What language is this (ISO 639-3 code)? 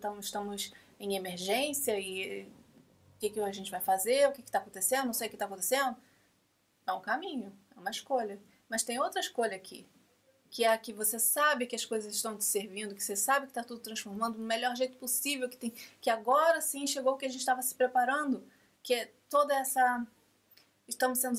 por